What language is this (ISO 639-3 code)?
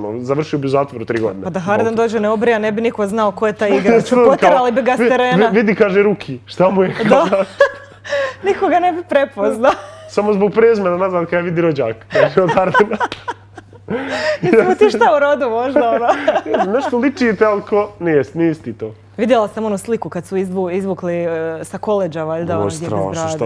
bos